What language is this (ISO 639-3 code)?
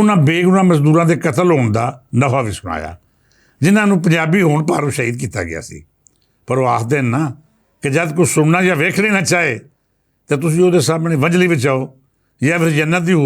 lah